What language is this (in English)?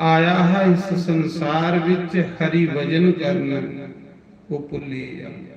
Dogri